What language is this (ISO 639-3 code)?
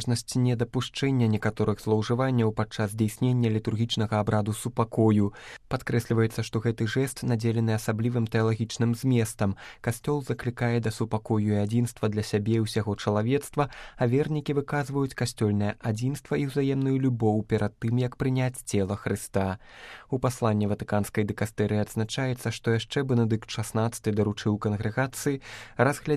bel